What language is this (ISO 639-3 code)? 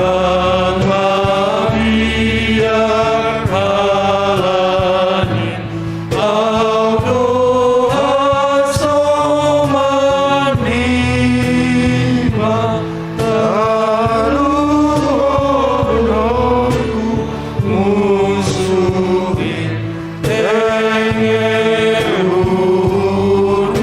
bts